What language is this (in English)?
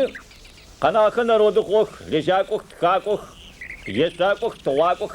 Adyghe